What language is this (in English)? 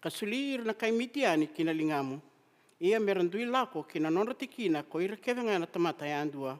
Fijian